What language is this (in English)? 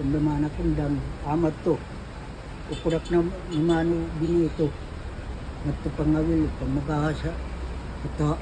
Waray